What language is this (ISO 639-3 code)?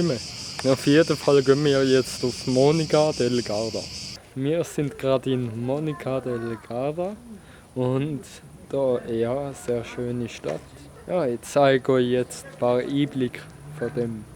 gsw